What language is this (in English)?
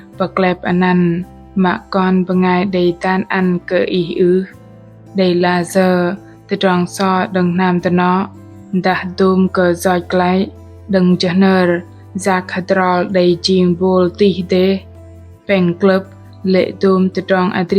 Bahnar